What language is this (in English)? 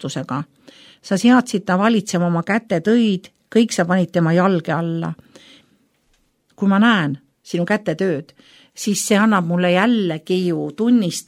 Estonian